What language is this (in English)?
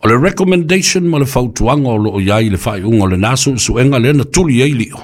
Samoan